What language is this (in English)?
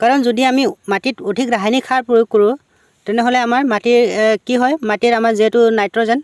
Assamese